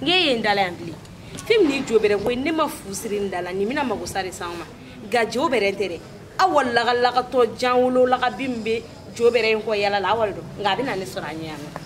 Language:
Bambara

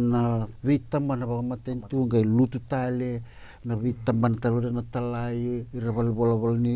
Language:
Fijian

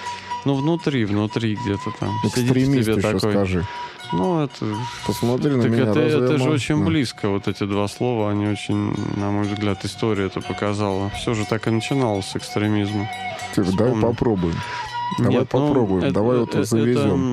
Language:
Russian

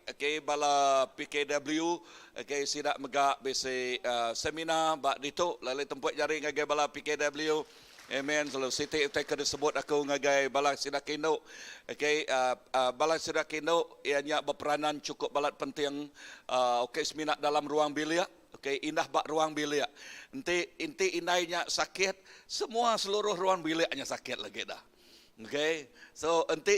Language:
Iban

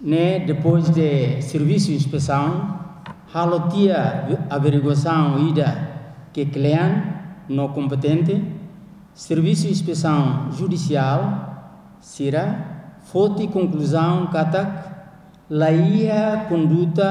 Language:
Tetum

